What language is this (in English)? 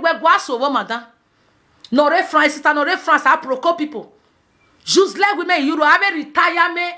Nigerian Pidgin